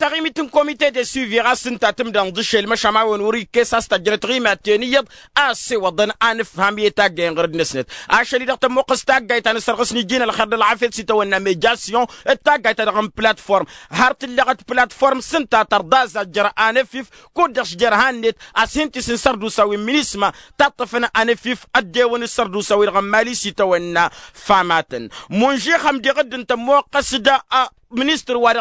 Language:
Tamasheq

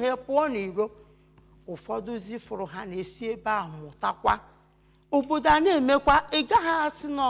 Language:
Igbo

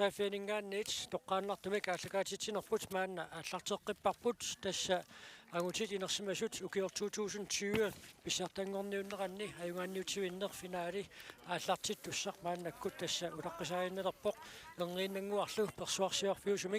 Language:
Kalaallisut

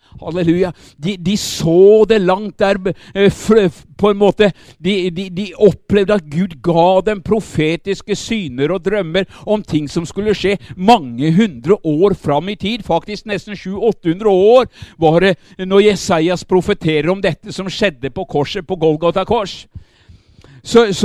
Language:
Norwegian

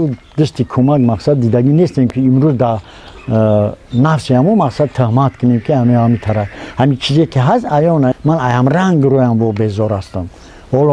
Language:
Tajik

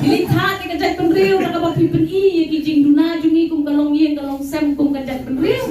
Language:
Khasi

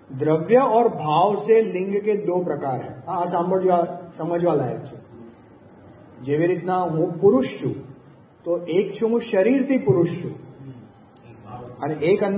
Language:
Gujarati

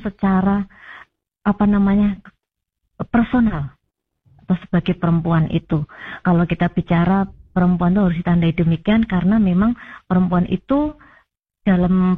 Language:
Indonesian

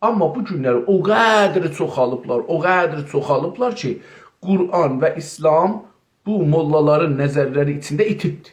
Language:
South Azerbaijani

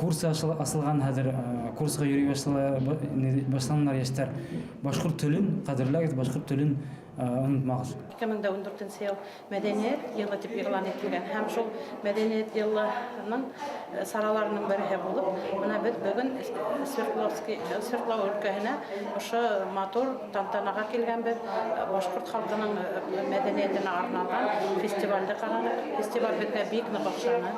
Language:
Bashkir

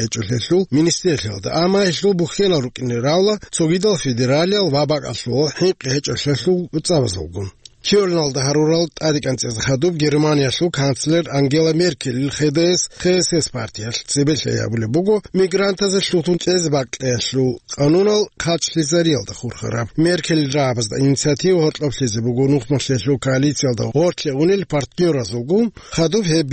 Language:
Avaric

